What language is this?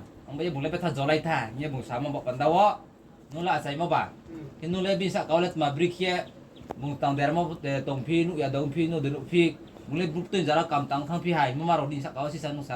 Riang (India)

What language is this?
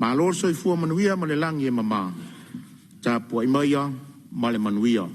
Samoan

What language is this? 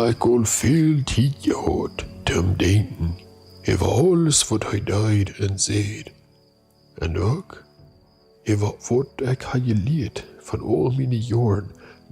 Plautdietsch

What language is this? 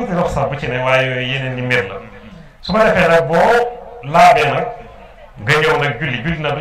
Wolof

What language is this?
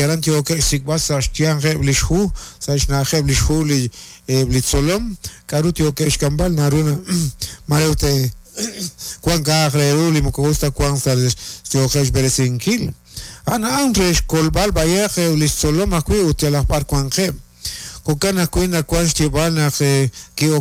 Kekchí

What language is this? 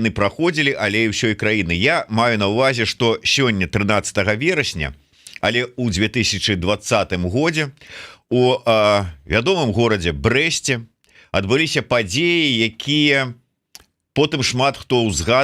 Belarusian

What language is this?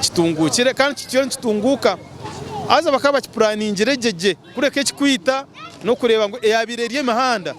Nyankole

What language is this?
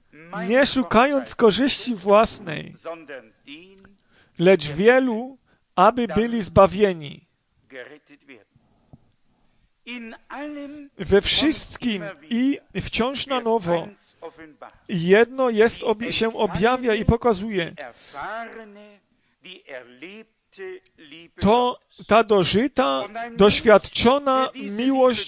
Polish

